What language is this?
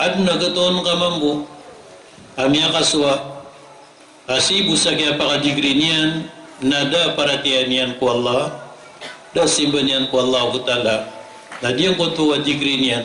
Maranao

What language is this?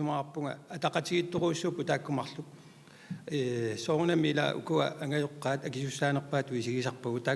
Kalaallisut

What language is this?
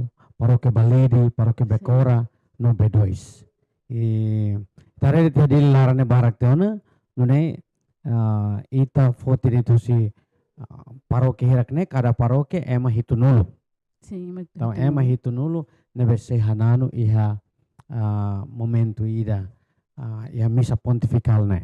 Tetum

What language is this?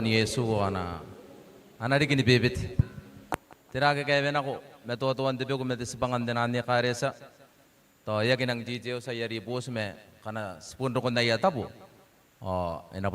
Gilbertese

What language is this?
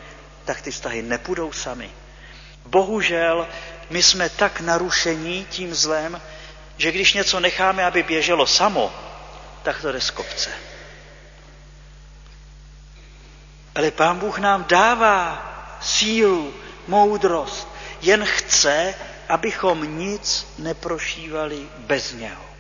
Czech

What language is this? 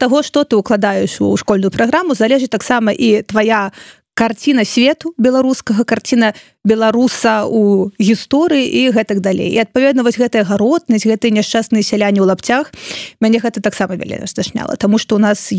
Belarusian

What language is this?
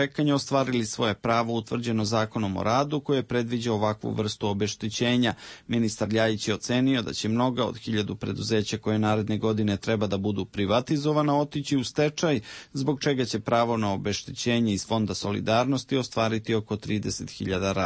Serbian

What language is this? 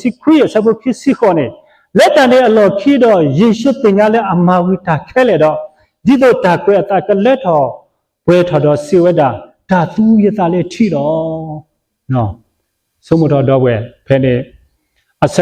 S'gaw Karen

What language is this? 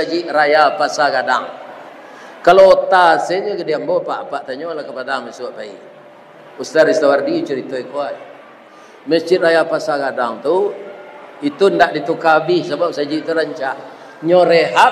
Minangkabau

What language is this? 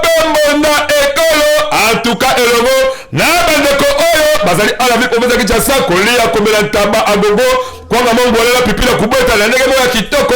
Lingala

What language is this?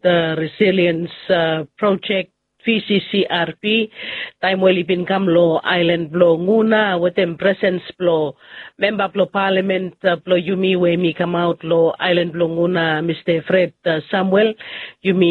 Bislama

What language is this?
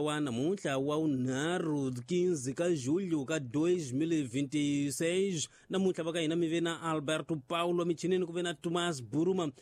Tsonga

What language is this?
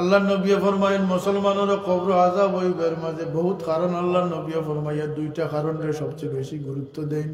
Sylheti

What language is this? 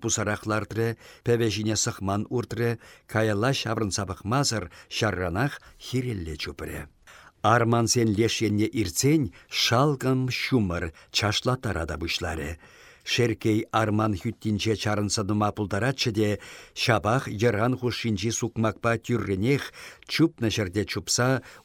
Chuvash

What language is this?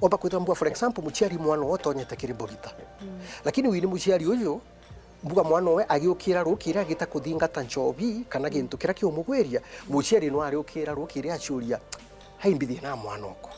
Meru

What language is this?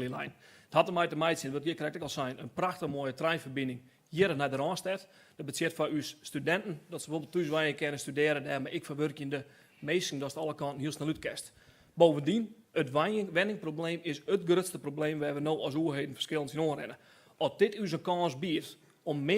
Western Frisian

